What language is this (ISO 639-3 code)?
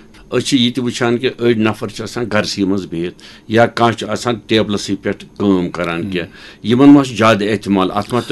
kas